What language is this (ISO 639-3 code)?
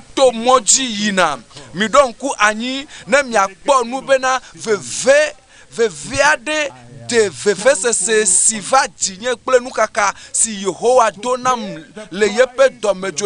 ewe